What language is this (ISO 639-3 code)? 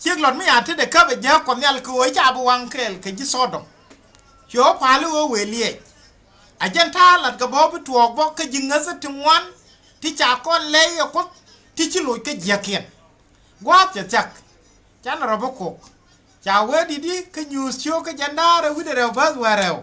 nus